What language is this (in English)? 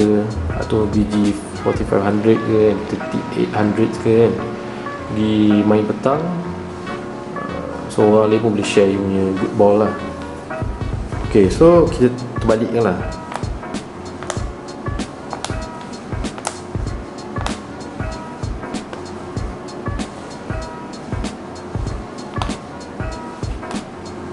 Malay